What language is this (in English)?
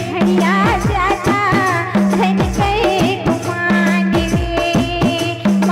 Chhattisgarhi